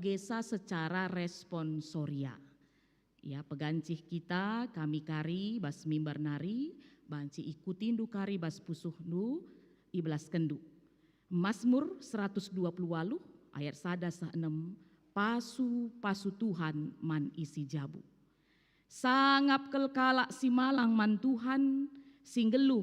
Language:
Batak Karo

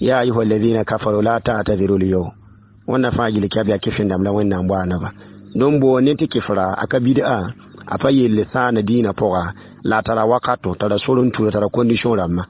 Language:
Mossi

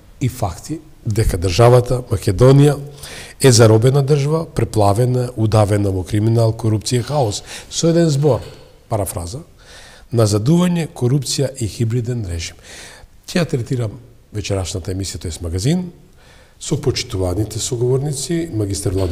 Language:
Macedonian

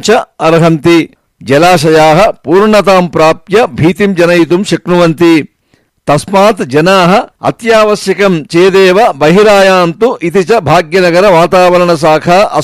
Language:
Sanskrit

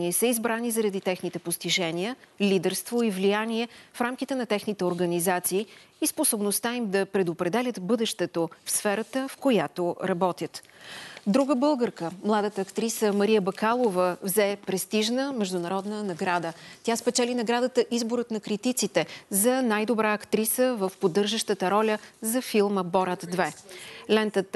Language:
Bulgarian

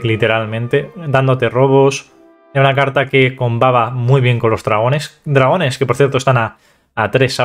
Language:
Spanish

